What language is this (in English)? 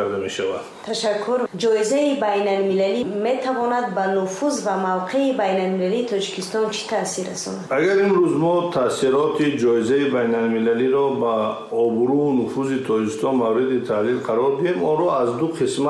Tajik